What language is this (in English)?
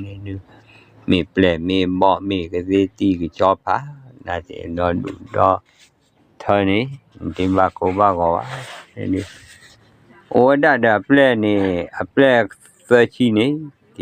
S'gaw Karen